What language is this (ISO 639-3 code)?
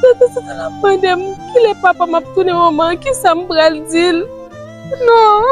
hat